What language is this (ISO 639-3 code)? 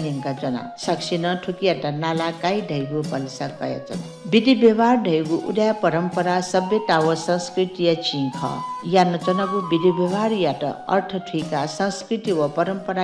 new